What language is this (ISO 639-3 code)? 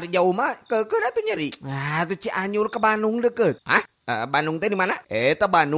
sun